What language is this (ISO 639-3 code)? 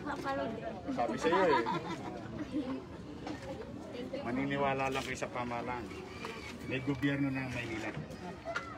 fil